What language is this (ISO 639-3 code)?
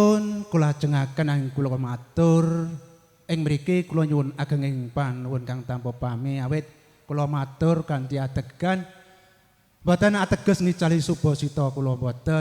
jav